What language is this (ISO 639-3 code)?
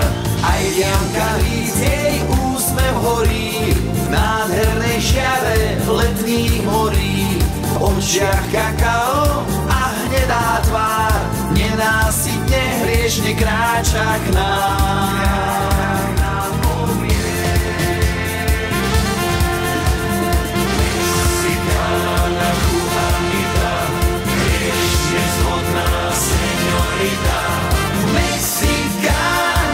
slk